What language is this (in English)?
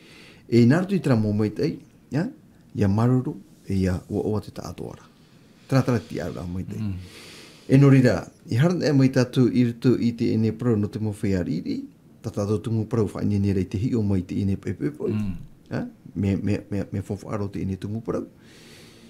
Tahitian